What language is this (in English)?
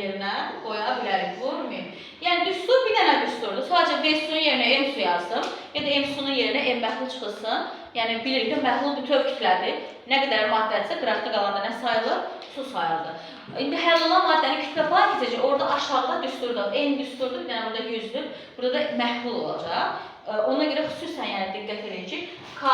Azerbaijani